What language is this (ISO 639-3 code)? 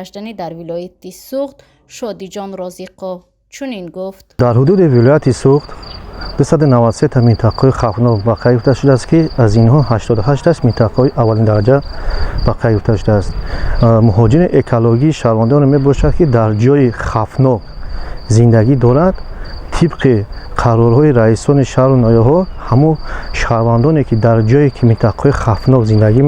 tgk